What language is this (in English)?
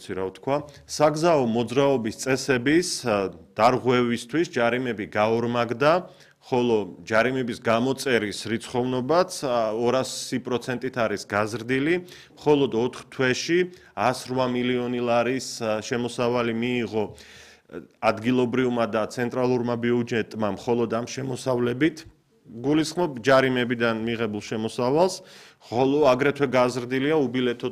Georgian